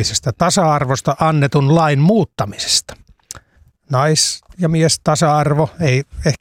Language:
Finnish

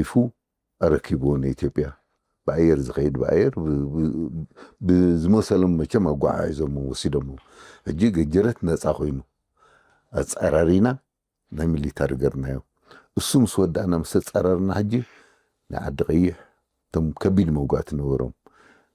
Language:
Tigrinya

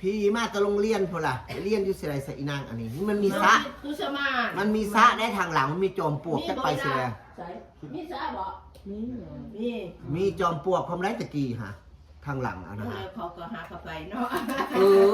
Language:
Northeastern Thai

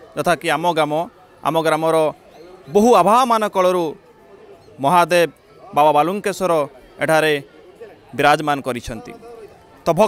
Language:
Odia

